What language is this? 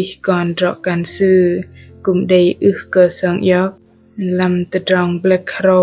Bahnar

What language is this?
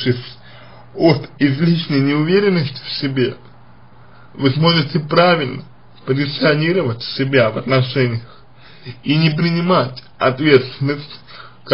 Russian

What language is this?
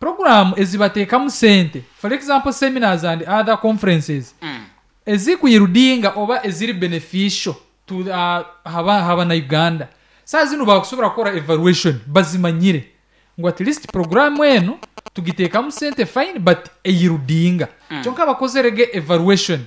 Nyankole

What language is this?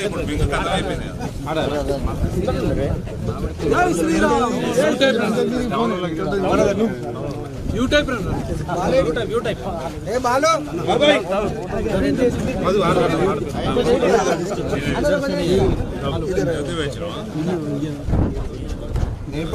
Telugu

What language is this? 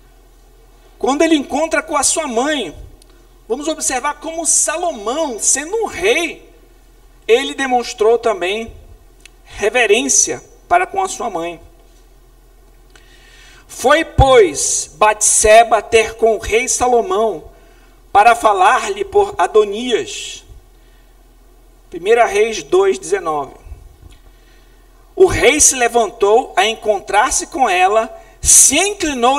Portuguese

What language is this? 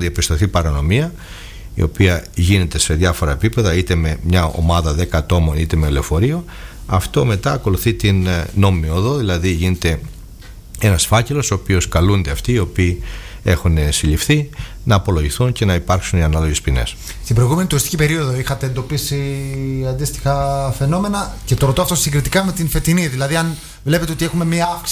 Greek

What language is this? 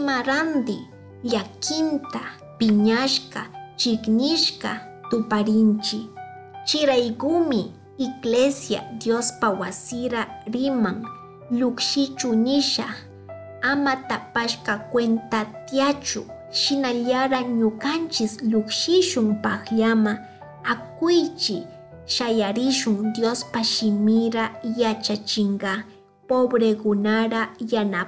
Chimborazo Highland Quichua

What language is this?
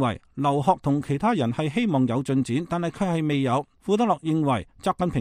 Cantonese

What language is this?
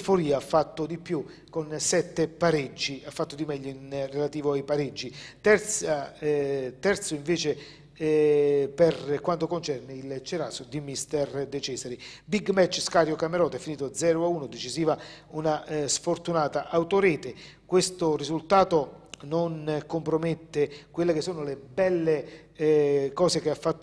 Italian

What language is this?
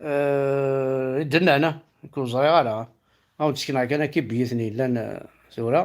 Kabyle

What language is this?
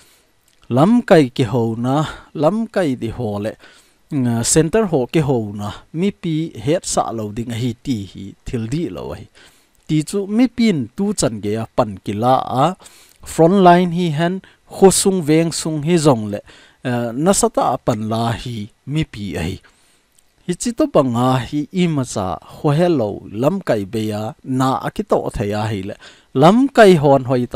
Thado Chin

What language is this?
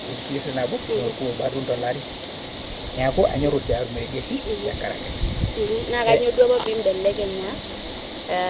Masai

